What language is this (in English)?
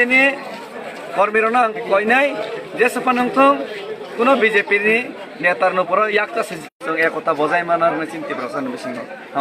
Kok Borok